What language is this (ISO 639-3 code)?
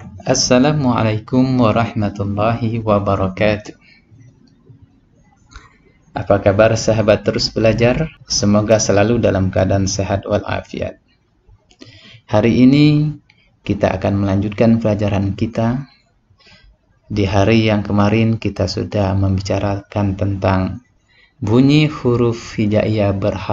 ind